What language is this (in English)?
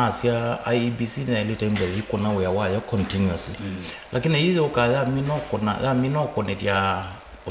Kamba